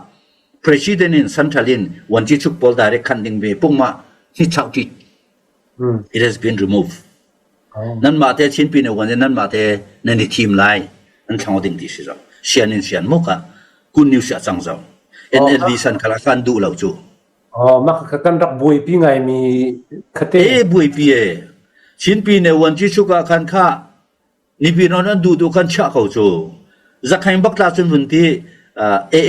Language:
Falam Chin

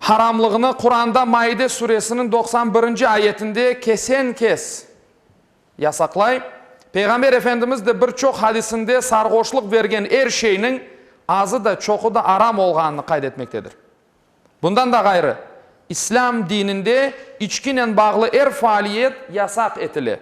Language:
Crimean Tatar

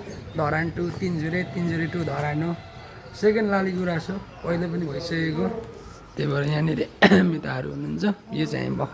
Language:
Nepali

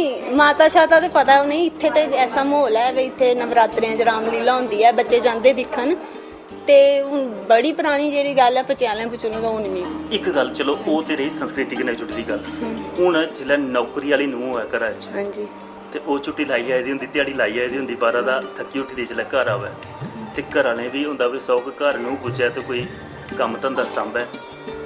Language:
Dogri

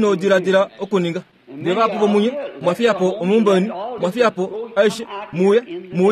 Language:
Kuanyama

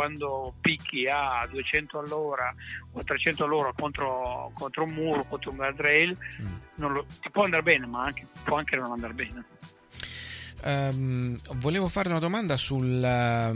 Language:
Italian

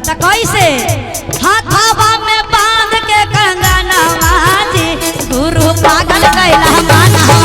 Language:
Magahi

